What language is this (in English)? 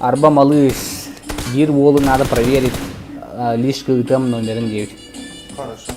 Yakut